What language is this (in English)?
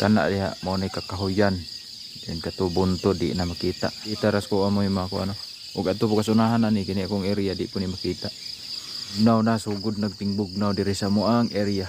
Cebuano